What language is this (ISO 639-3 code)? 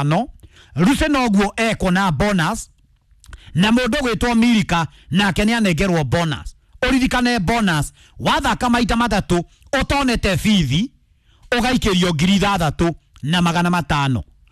kik